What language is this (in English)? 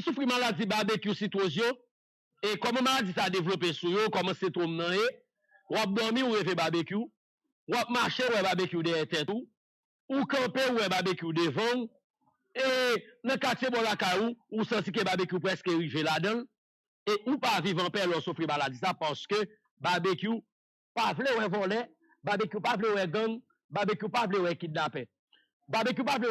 Haitian Creole